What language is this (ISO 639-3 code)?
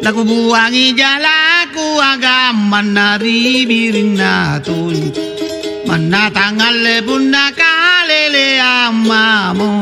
mak